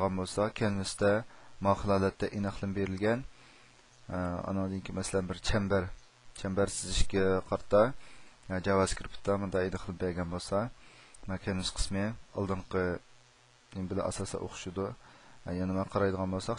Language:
Uyghur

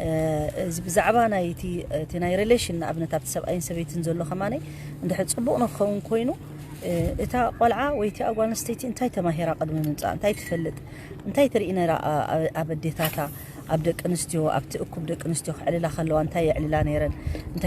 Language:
Tigrinya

